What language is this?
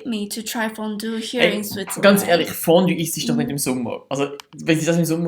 Swiss German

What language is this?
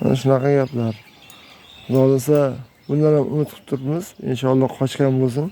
Uzbek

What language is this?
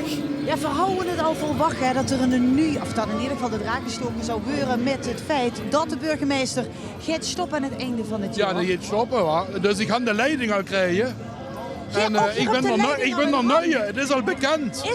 Limburgish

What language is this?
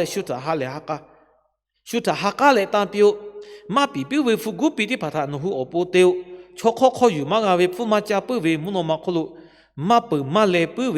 Lahu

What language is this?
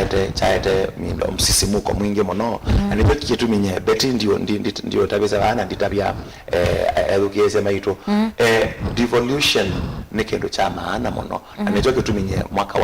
Kamba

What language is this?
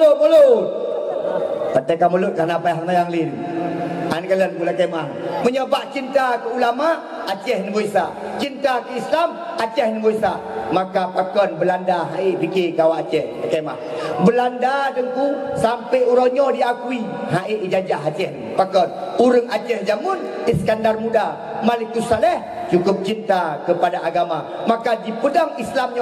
Achinese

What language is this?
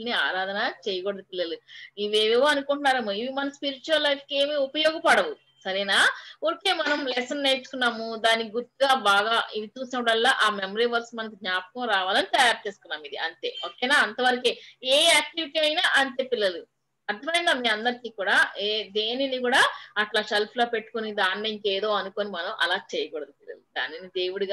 Telugu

